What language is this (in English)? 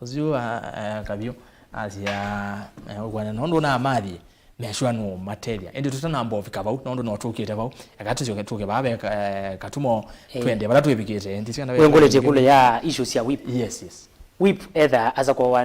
Kamba